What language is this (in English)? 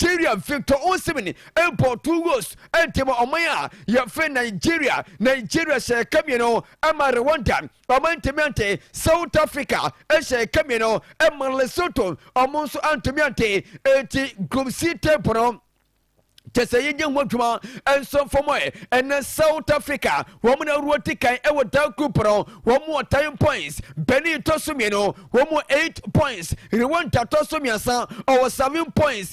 Akan